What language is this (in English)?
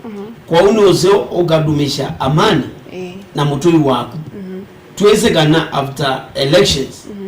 Kamba